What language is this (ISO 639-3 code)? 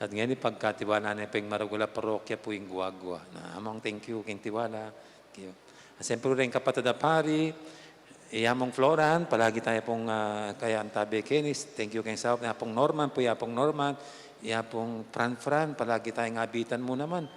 pam